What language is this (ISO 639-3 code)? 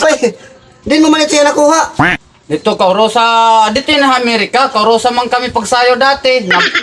war